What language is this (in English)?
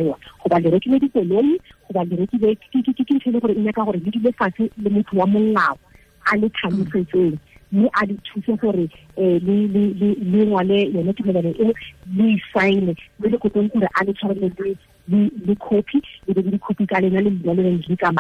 Tswana